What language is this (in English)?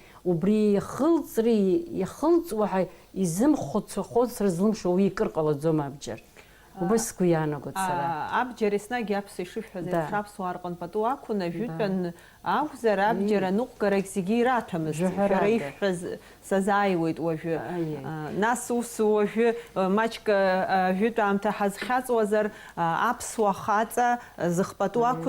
Abkhazian